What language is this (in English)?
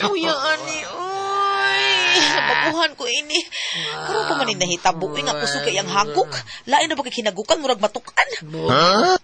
Cebuano